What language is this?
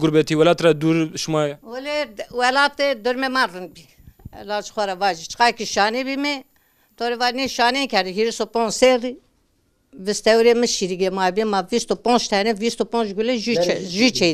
Zaza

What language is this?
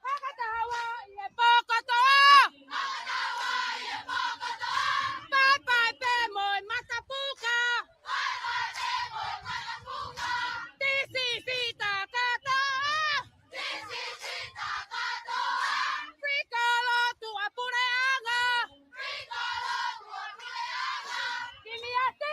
Tongan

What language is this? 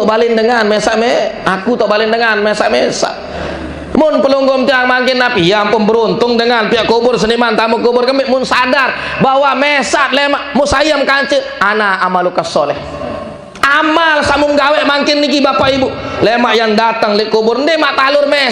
Sasak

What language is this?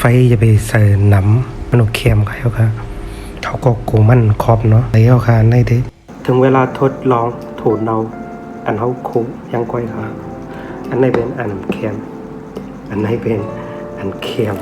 Shan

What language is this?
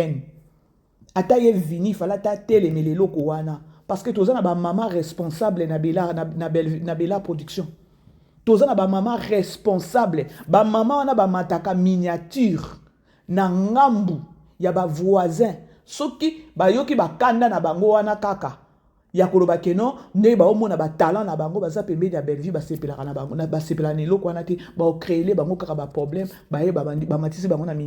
Lingala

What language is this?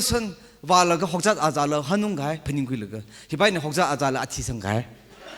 Tangkhul Naga (India)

